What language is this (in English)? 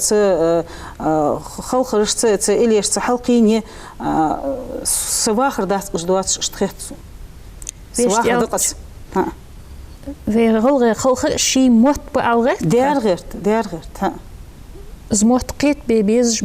Ingush